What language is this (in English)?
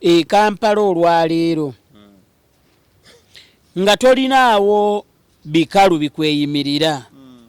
Ganda